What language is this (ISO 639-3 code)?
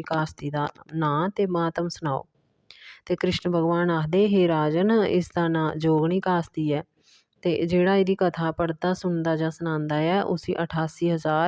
doi